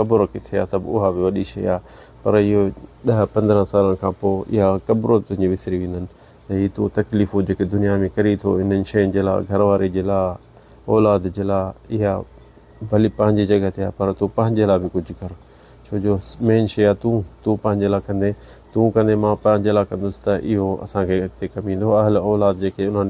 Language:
Sindhi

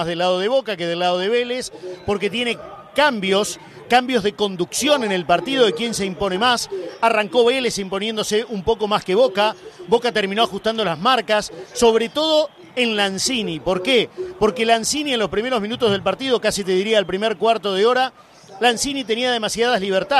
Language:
Spanish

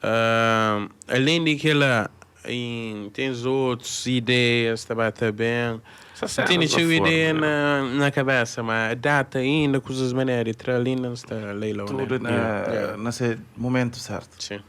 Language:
Kabuverdianu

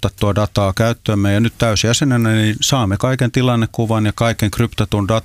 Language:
Finnish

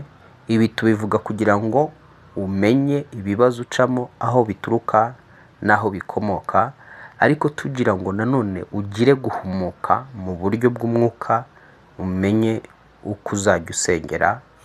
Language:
Kinyarwanda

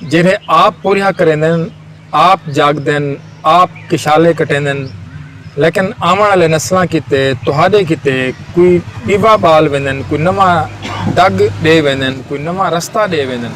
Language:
Saraiki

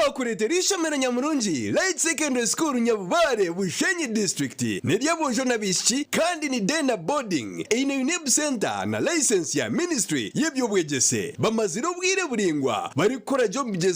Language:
Nyankole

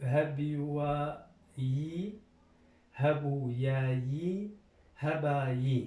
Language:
Kurdish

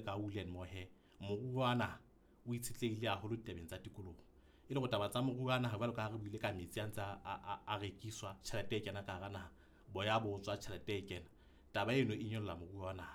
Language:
Southern Sotho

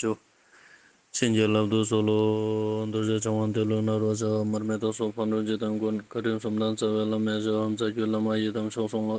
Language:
Ladakhi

